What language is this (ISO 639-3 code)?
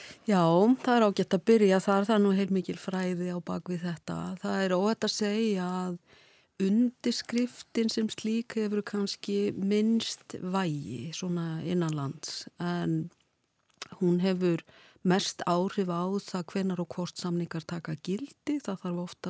isl